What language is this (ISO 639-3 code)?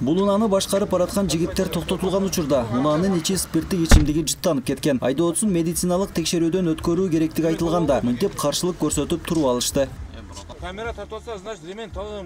kir